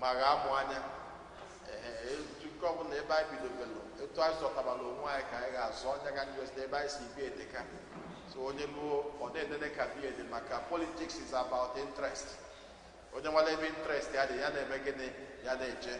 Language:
Igbo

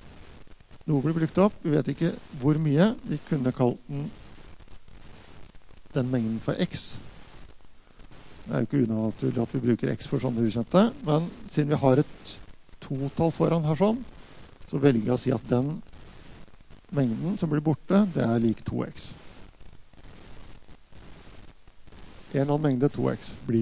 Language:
Norwegian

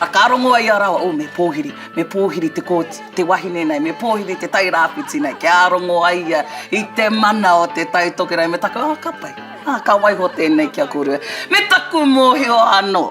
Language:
Māori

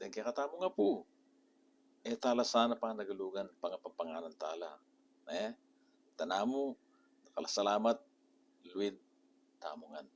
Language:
Pampanga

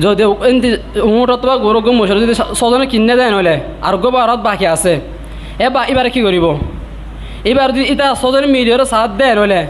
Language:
Rohingya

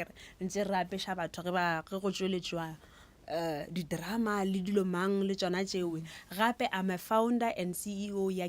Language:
Northern Sotho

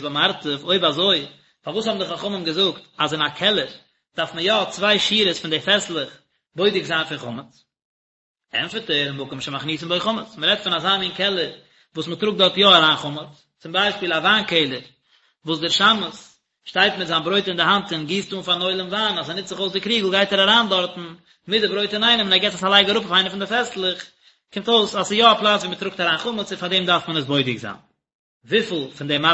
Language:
Yiddish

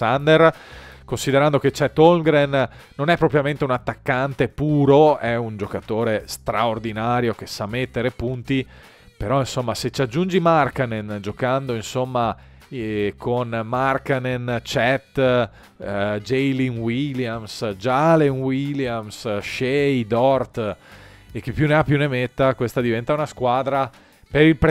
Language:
Italian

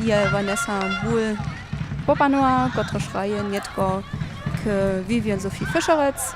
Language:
Upper Sorbian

